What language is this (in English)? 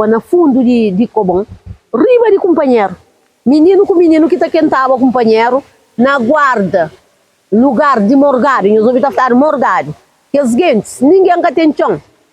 Kabuverdianu